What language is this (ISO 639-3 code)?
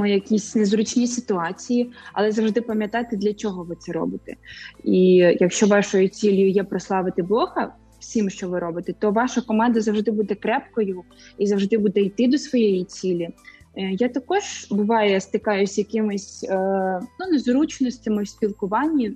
ukr